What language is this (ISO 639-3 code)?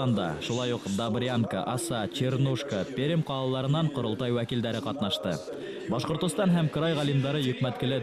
bak